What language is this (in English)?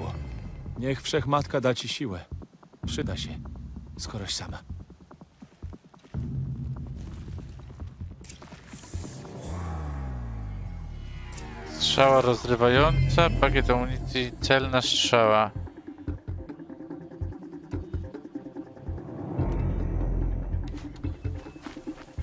Polish